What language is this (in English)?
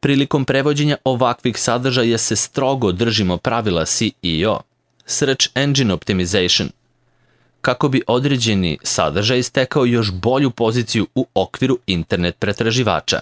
Serbian